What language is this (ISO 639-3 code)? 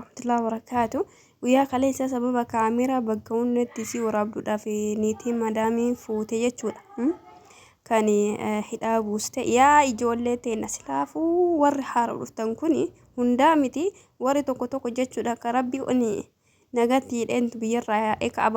orm